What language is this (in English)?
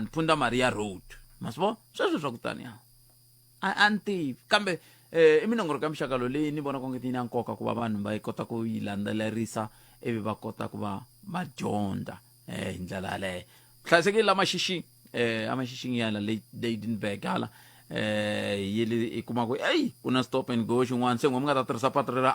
Tsonga